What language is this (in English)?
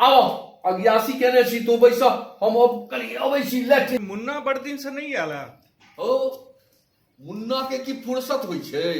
Maithili